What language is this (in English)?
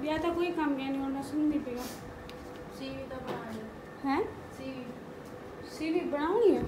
Saraiki